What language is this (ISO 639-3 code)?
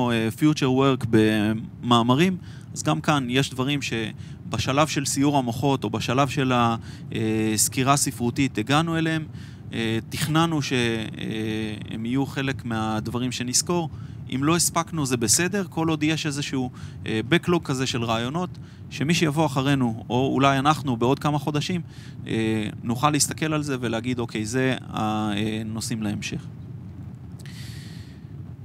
heb